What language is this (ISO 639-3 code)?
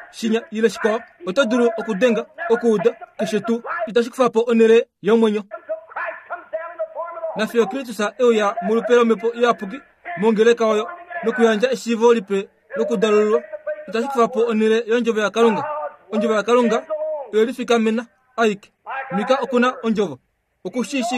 kua